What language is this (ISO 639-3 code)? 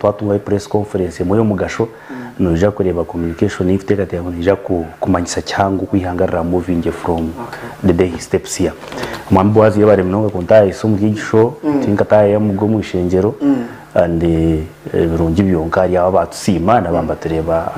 nyn